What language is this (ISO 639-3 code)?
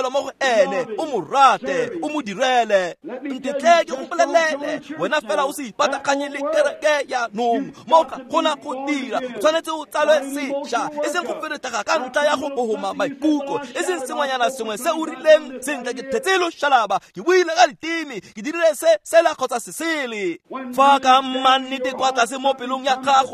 tsn